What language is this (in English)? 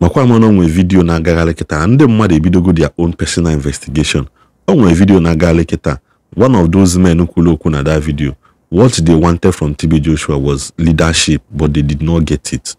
Igbo